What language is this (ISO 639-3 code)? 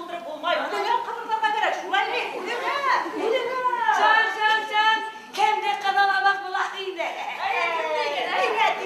bak